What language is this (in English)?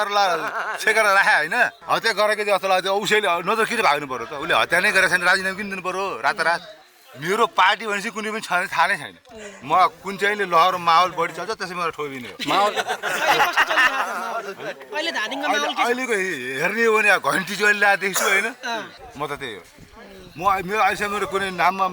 Nepali